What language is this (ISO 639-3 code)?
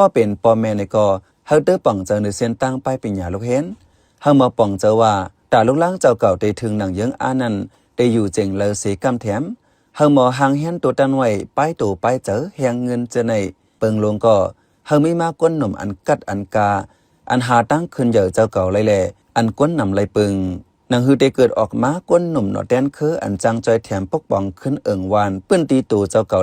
shn